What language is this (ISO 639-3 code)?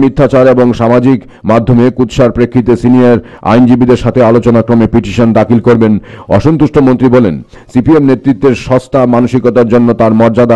ben